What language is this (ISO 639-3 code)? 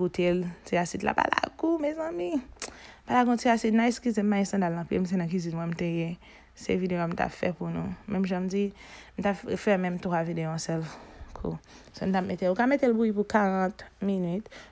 hat